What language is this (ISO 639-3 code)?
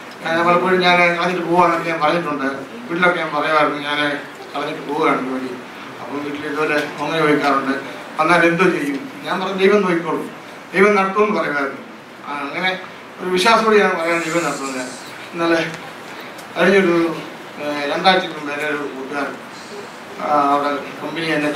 mal